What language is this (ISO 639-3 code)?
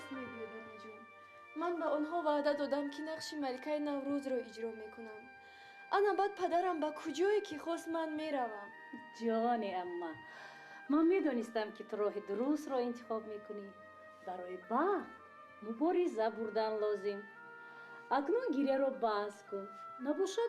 tgk